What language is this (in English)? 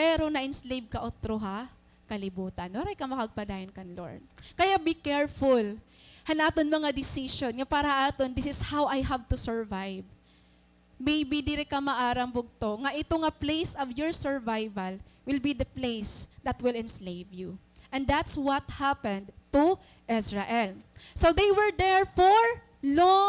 Waray